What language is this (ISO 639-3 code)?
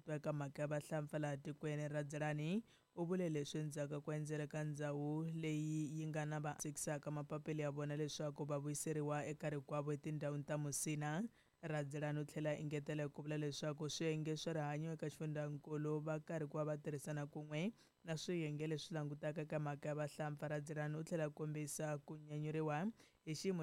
tso